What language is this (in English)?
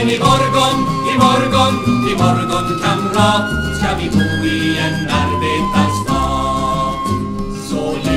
Swedish